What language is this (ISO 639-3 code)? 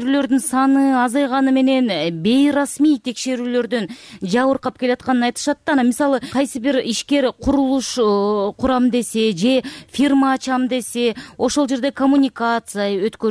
kir